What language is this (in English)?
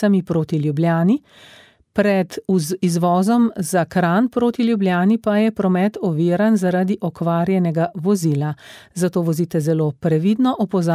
Slovenian